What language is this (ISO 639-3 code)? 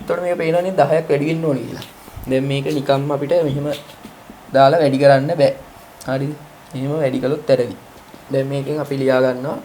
sin